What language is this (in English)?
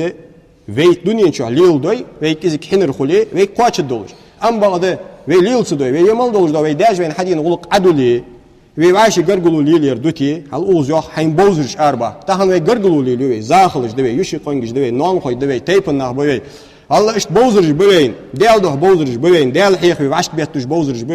Ingush